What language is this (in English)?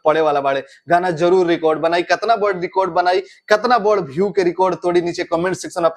Bhojpuri